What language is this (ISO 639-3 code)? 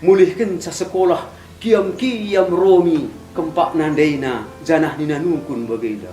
btx